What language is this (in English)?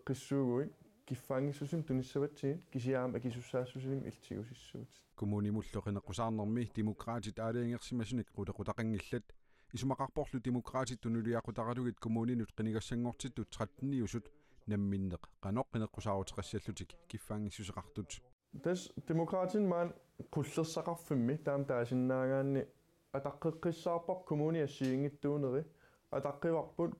Kalaallisut